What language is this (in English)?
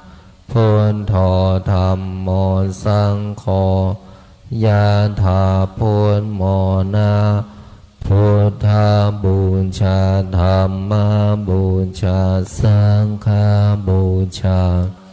Pali